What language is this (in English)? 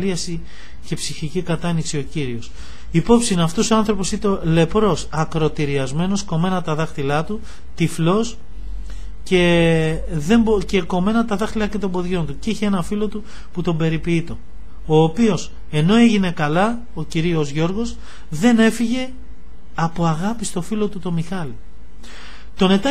Greek